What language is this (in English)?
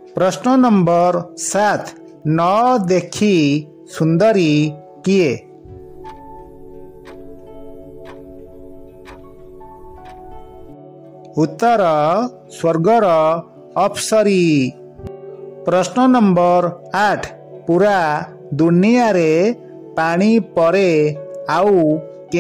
Odia